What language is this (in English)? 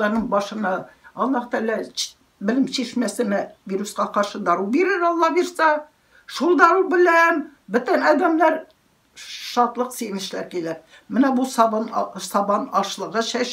Tatar